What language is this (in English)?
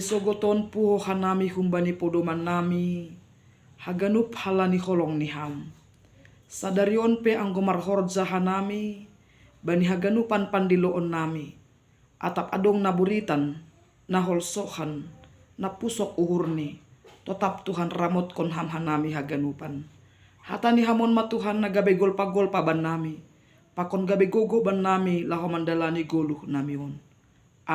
Batak Simalungun